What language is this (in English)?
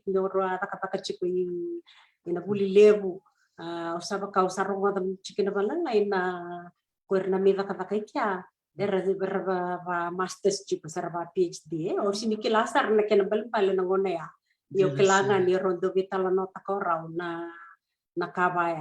Fijian